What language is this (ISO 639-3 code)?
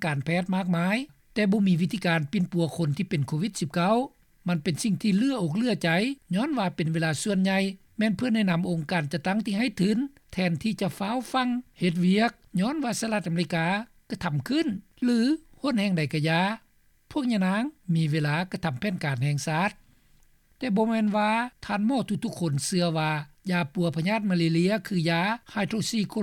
lao